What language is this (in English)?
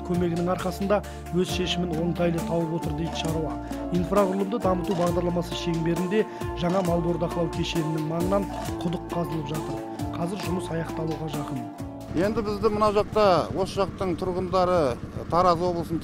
Kazakh